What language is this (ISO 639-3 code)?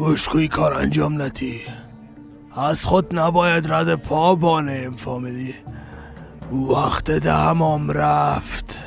fas